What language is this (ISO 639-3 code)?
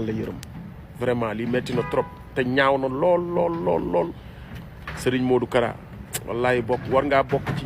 wol